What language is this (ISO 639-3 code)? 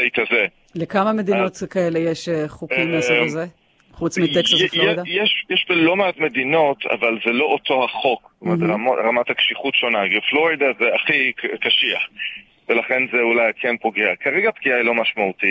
heb